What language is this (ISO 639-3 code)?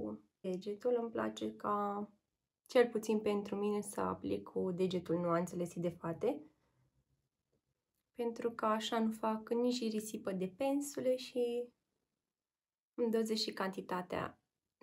ron